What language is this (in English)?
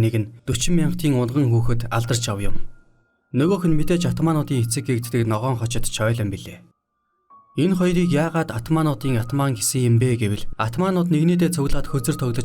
Mongolian